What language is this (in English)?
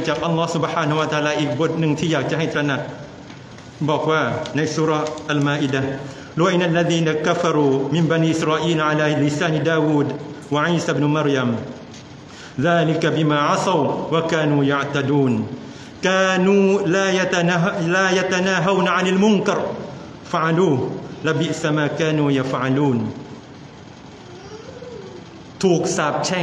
Thai